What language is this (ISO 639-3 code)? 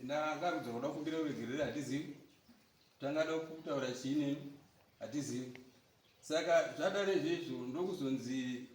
sna